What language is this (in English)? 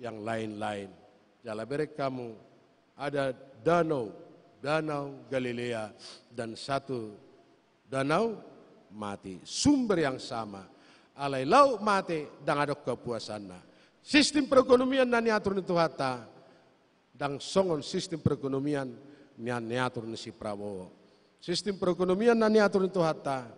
Batak Toba